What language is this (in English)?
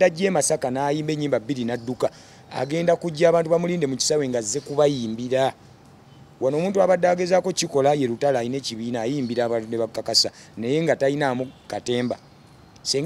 Ganda